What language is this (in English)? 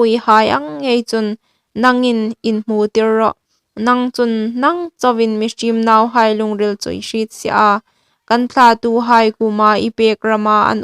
Hmar